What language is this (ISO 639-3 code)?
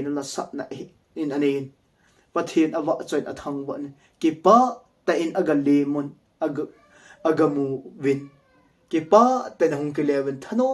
tcz